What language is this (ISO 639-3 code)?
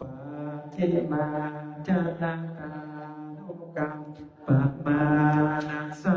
pli